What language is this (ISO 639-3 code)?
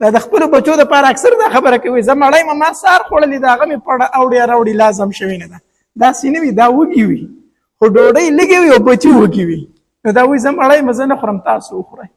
pus